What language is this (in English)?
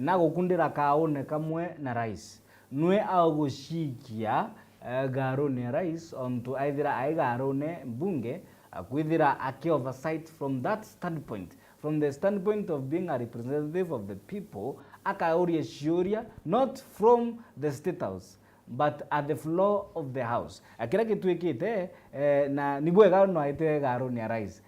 Meru